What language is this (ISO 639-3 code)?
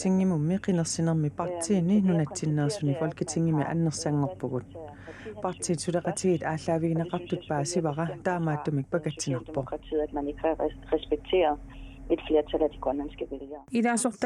kal